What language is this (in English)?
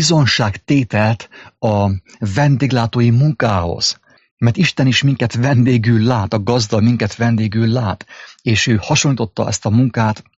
Hungarian